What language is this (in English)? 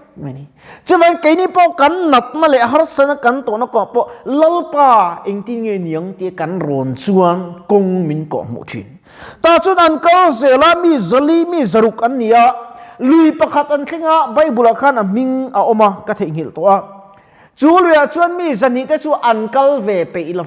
Mizo